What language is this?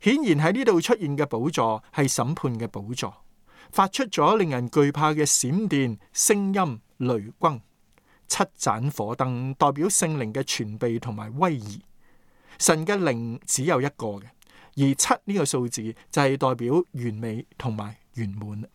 Cantonese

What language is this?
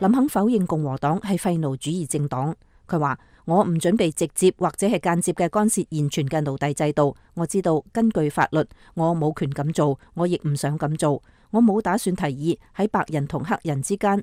Cantonese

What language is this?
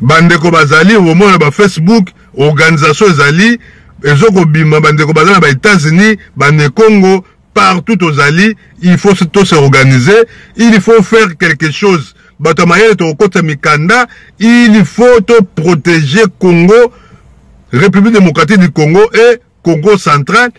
Lingala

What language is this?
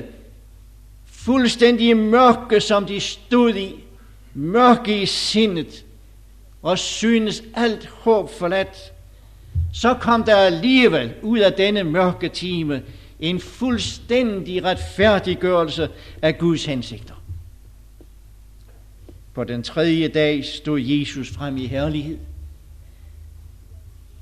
Danish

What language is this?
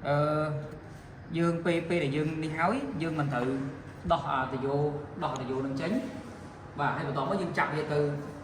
Khmer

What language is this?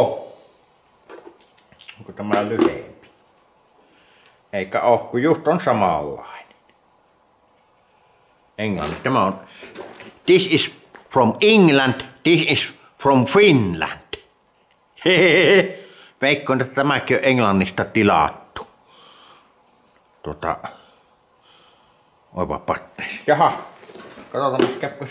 Finnish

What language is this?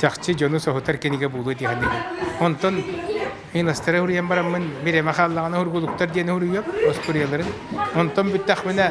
Yakut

